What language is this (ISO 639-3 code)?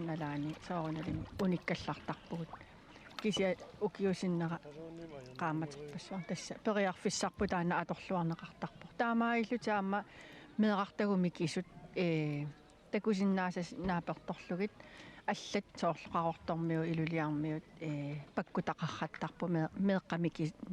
kal